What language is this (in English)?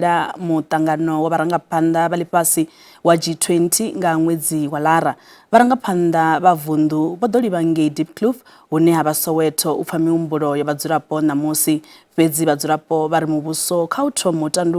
Venda